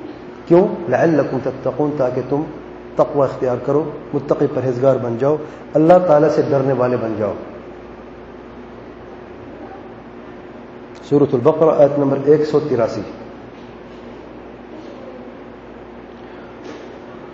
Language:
Urdu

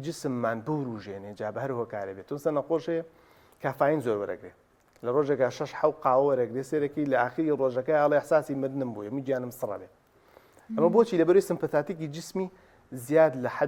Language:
Central Kurdish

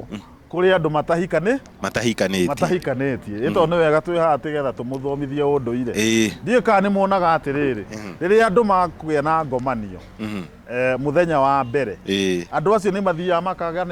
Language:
Kikuyu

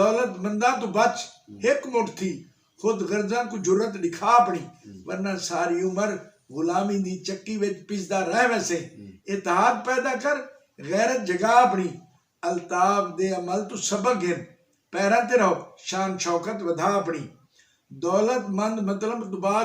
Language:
Saraiki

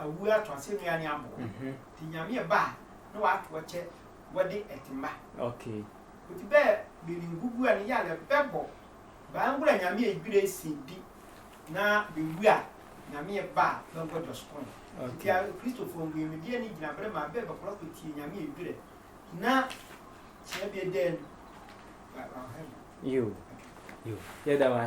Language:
Sehwi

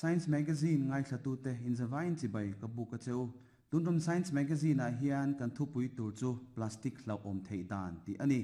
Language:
Mizo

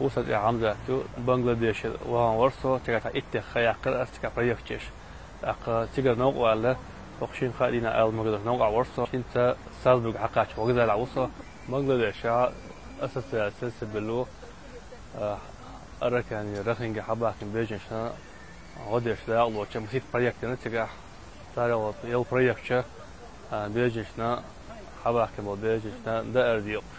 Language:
Chechen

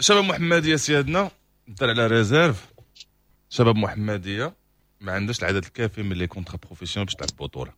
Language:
Moroccan Arabic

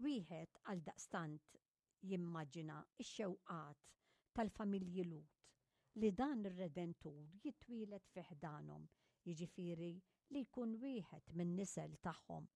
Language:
Maltese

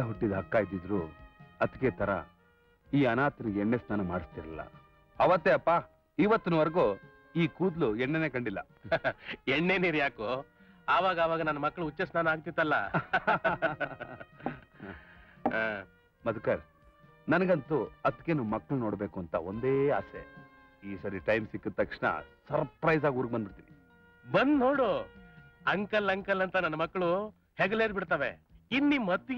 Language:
Kannada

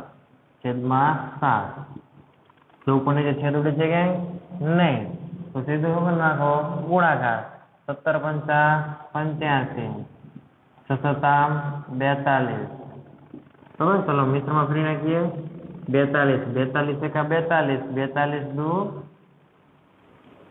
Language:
Gujarati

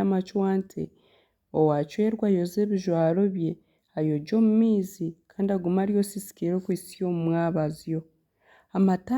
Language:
Nyankole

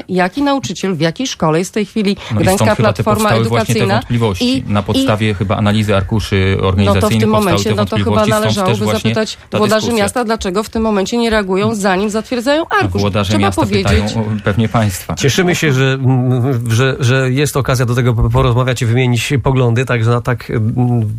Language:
Polish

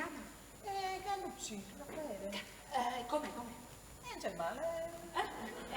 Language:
Neapolitan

